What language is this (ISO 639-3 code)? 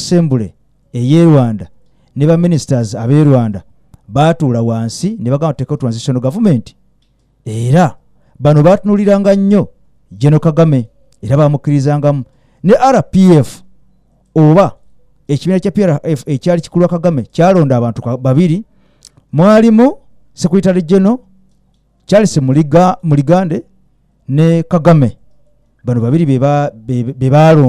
lug